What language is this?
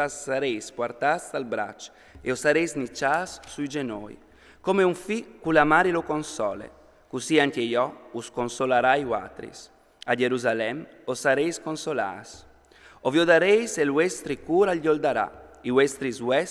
Friulian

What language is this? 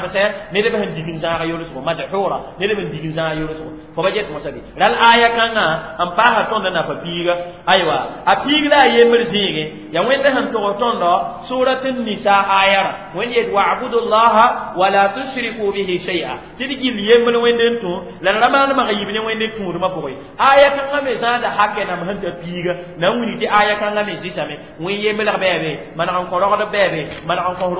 Mossi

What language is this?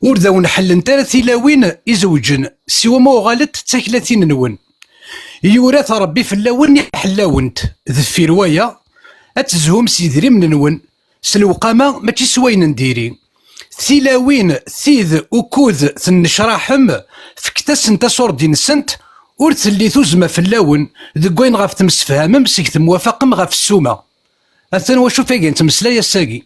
Kabyle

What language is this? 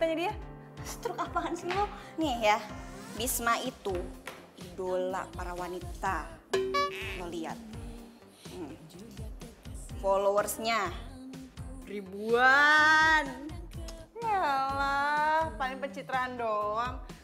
Indonesian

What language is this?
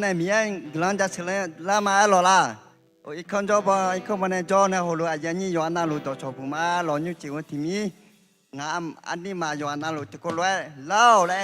Akha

